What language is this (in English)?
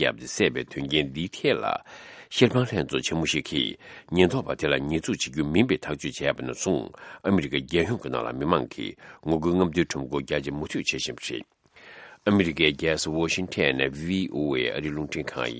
Tibetan